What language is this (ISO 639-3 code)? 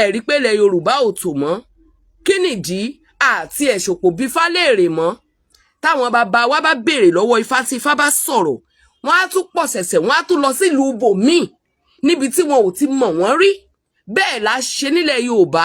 yor